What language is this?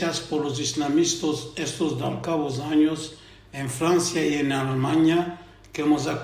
Ladino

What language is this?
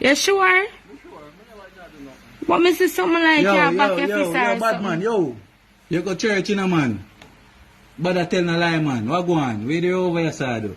Jamaican Creole English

